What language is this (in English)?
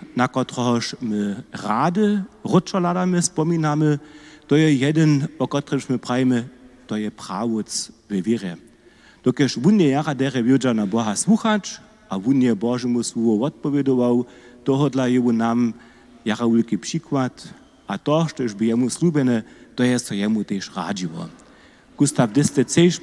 Upper Sorbian